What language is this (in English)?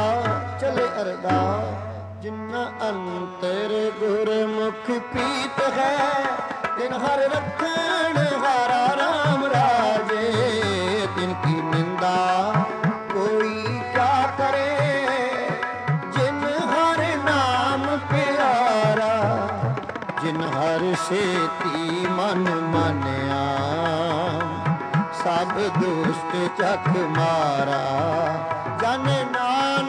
Punjabi